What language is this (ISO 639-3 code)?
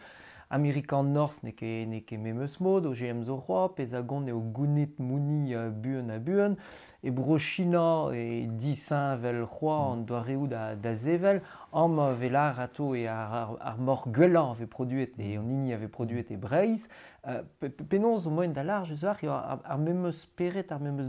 bre